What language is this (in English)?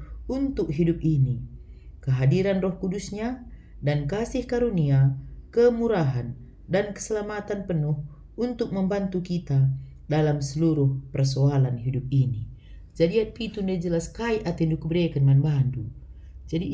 Batak Karo